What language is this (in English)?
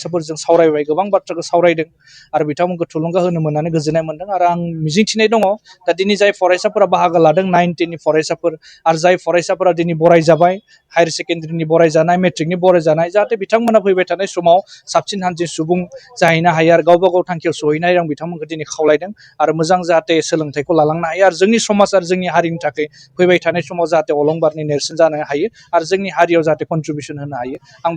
Bodo